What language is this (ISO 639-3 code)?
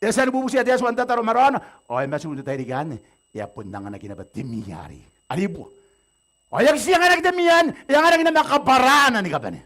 gil